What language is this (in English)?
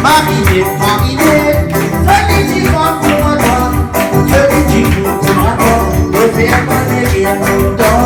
Réunion Creole French